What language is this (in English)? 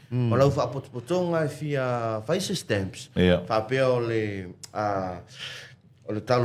Samoan